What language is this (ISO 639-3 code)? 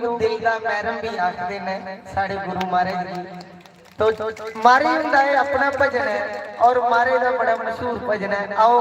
doi